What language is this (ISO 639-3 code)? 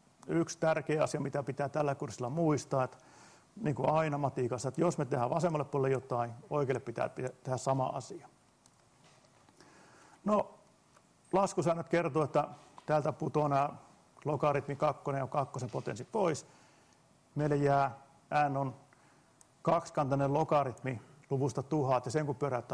fin